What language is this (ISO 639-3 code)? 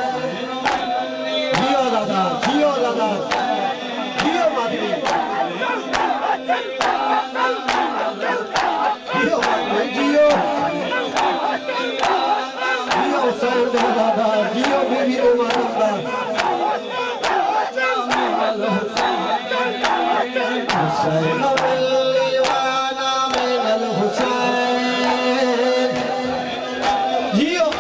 urd